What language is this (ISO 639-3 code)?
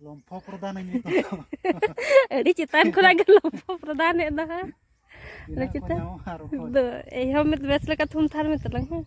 sat